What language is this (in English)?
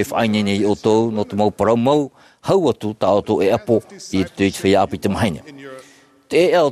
Tahitian